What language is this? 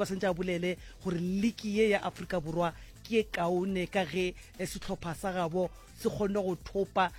Northern Sotho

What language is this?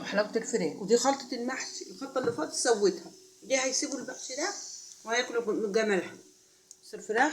Egyptian Arabic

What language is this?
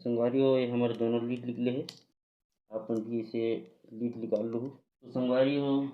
Chhattisgarhi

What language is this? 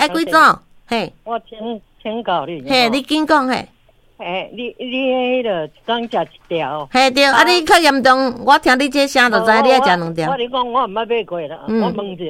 Min Nan Chinese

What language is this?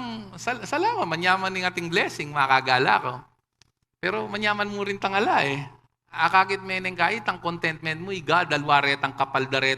Pampanga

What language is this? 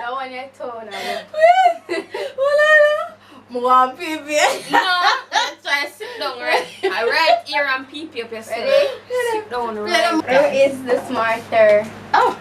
Jamaican Creole English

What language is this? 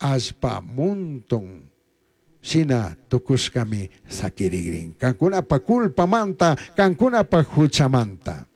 Chimborazo Highland Quichua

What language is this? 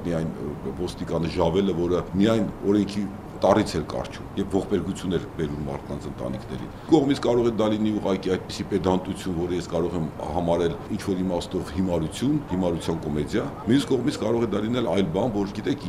Armenian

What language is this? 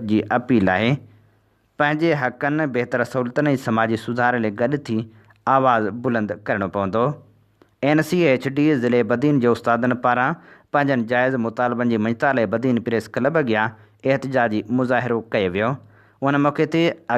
Sindhi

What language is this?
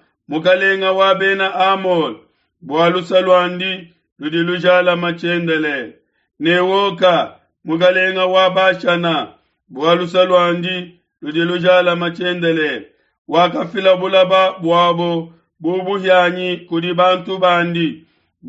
Luba-Lulua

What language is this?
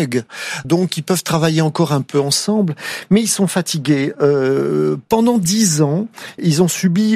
French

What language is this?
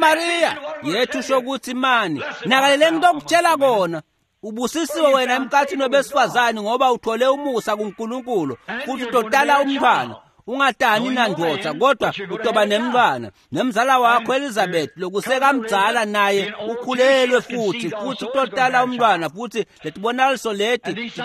Swati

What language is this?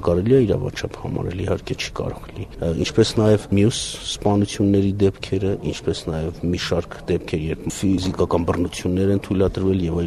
Armenian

